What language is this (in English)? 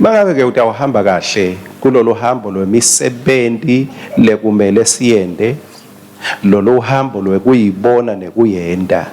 Swati